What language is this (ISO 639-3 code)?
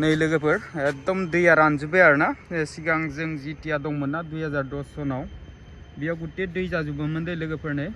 brx